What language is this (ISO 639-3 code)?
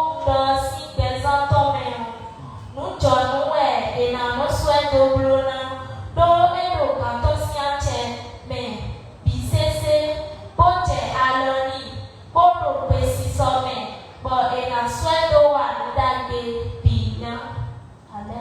fon